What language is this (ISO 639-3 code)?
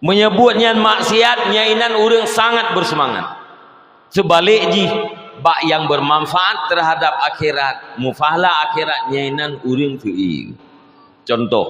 ace